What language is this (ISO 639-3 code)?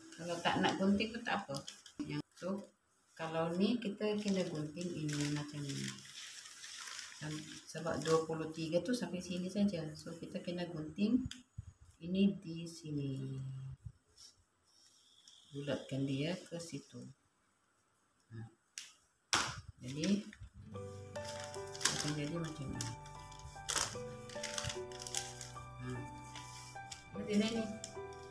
msa